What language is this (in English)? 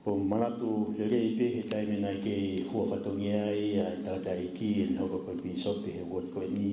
Tongan